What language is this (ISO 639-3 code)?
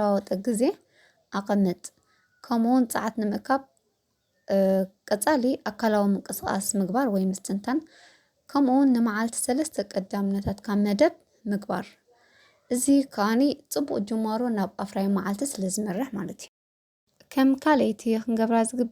tir